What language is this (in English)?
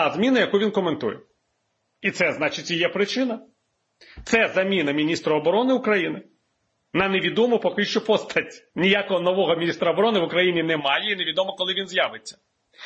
Ukrainian